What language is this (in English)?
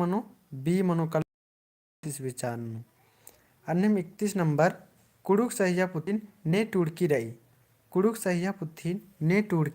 Kurukh